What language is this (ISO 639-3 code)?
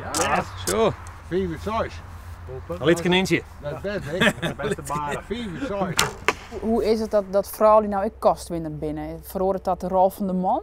fry